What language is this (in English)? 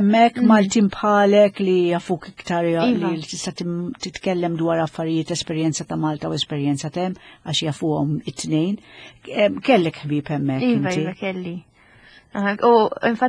Maltese